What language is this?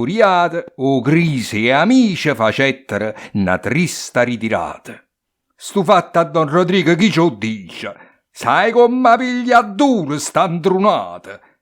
Neapolitan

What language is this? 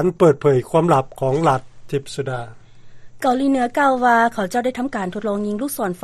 Lao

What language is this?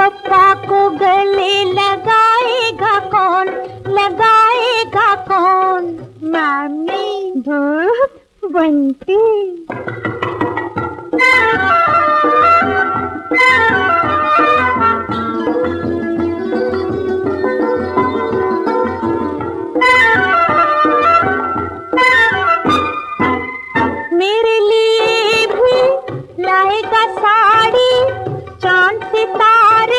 Hindi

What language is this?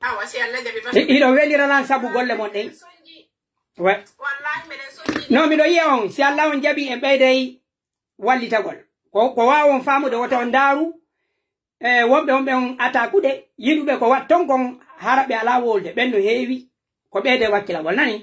Pular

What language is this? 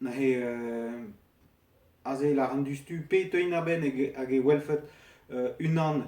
Breton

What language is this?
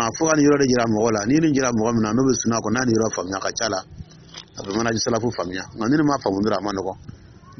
Dyula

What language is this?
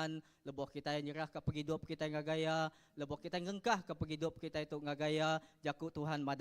Iban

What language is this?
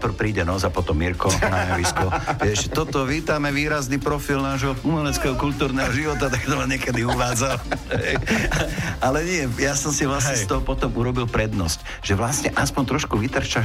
Slovak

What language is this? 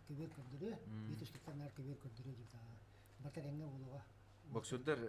Yakut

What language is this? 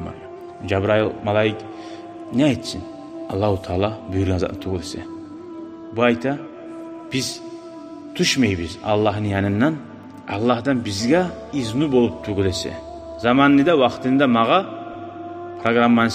Kumyk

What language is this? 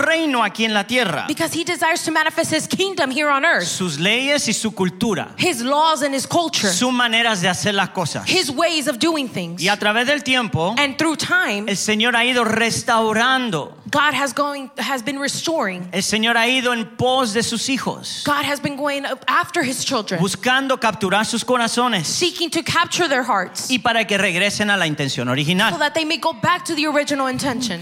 Spanish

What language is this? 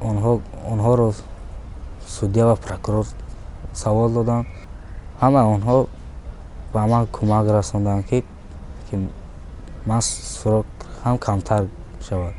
Tajik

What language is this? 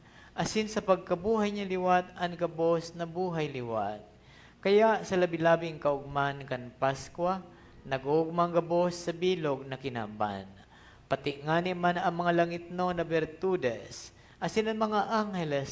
Bikol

